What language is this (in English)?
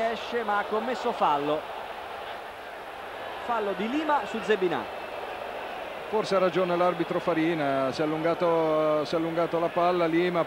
Italian